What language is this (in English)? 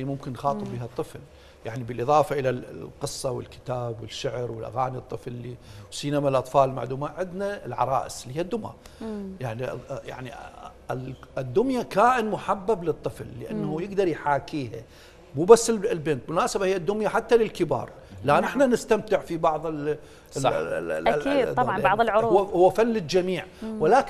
Mesopotamian Arabic